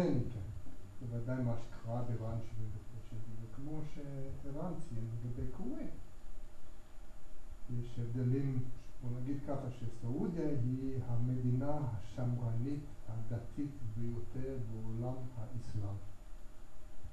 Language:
Hebrew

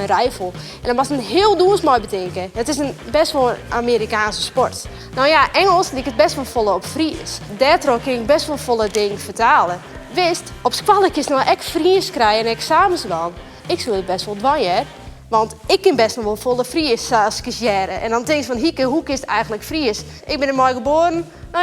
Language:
Western Frisian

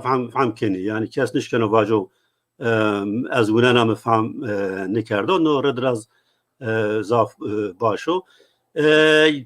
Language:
Zaza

